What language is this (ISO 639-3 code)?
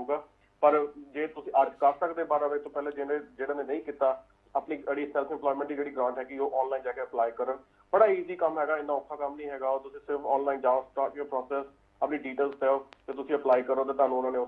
pan